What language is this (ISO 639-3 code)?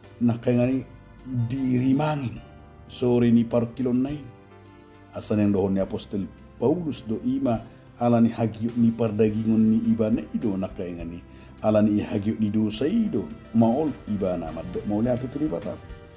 bbc